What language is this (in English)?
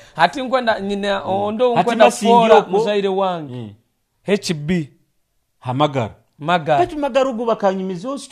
Nyoro